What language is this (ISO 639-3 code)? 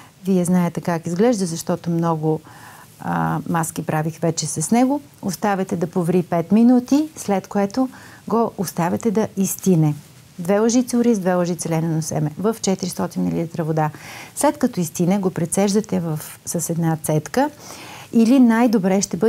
bul